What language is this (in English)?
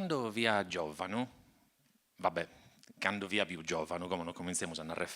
Sardinian